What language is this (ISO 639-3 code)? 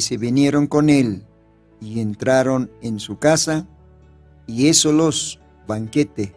aym